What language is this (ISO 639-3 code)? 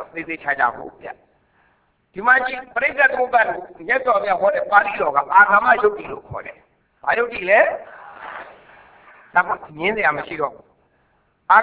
mya